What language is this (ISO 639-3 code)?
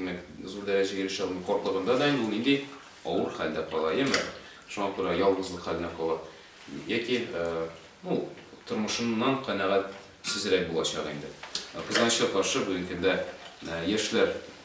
tat